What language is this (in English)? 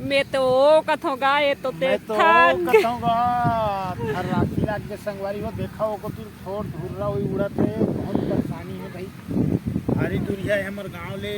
Chhattisgarhi